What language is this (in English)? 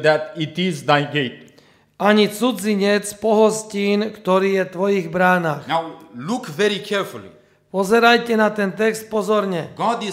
Slovak